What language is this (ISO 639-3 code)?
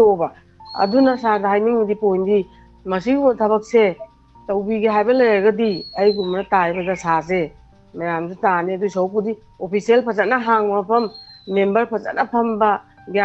mni